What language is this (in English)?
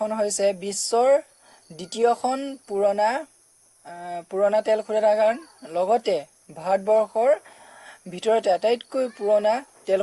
Assamese